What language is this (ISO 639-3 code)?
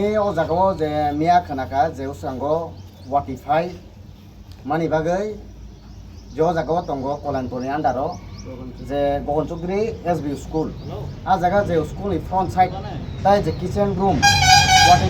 trp